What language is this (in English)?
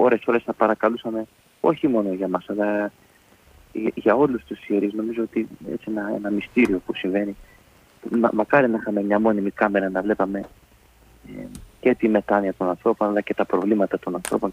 Greek